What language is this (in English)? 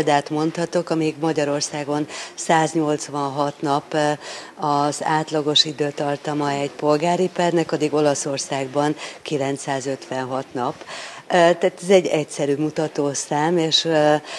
Hungarian